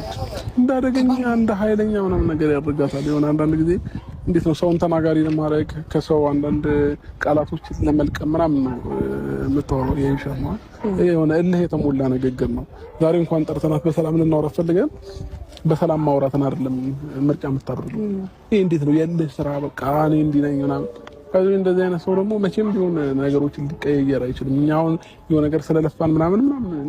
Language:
Amharic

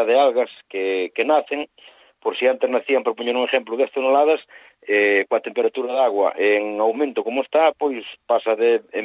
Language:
Galician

